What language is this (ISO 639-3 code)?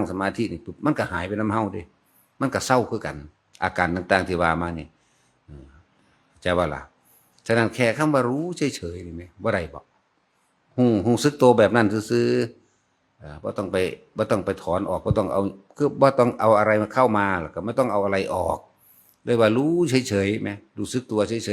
tts